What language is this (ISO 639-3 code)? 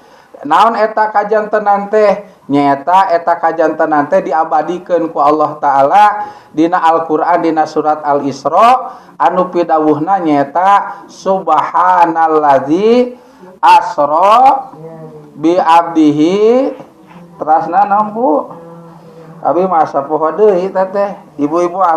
sun